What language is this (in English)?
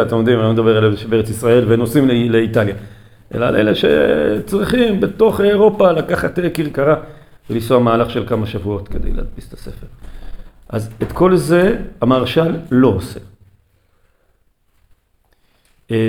Hebrew